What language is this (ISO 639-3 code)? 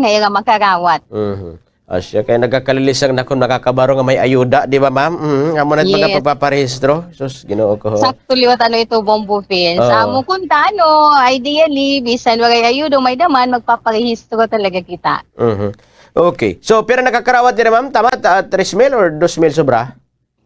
war